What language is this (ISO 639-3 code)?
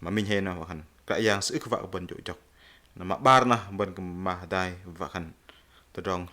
bdq